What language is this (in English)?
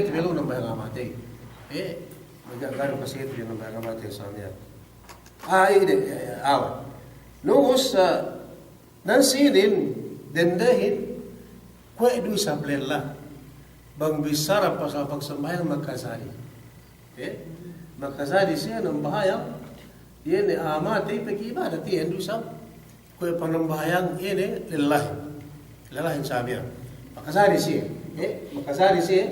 Yakan